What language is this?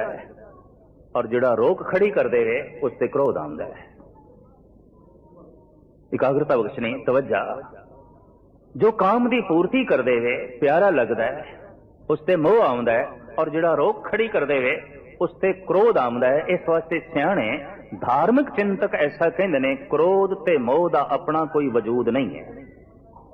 Punjabi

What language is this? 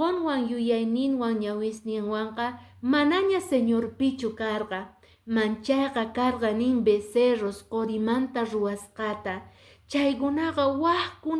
Quechua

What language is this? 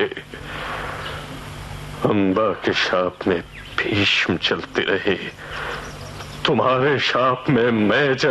Hindi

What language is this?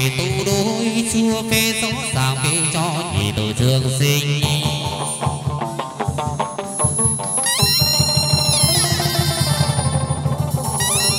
Vietnamese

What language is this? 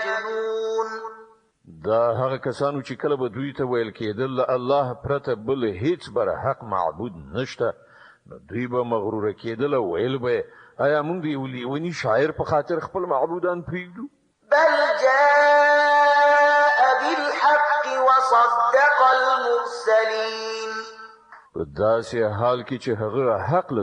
Pashto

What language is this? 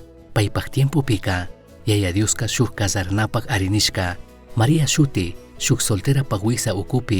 Chimborazo Highland Quichua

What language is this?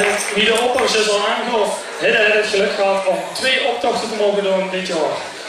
Limburgish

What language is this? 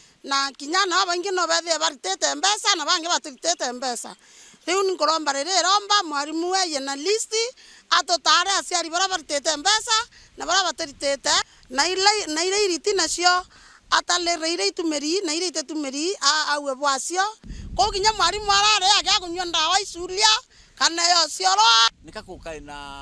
Meru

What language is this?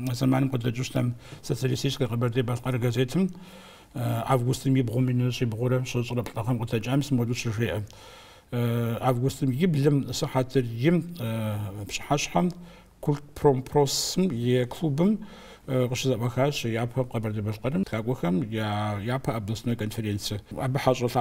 Kabardian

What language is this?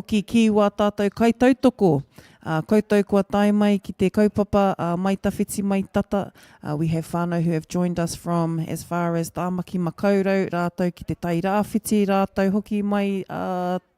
Māori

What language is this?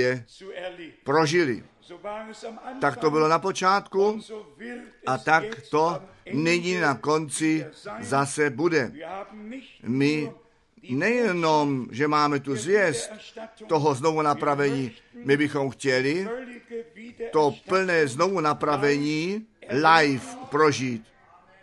Czech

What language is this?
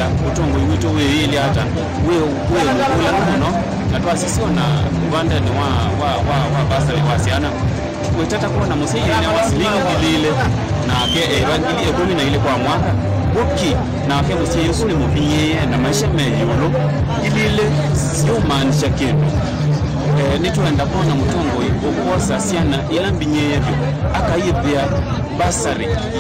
Kamba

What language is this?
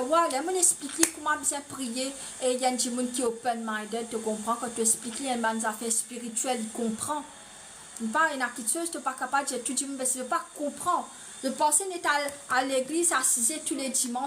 Morisyen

